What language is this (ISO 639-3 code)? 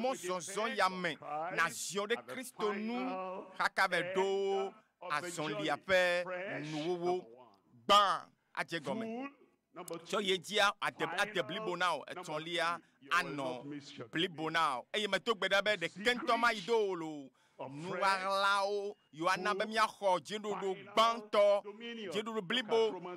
ewe